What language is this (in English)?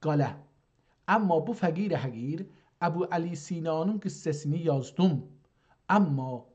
South Azerbaijani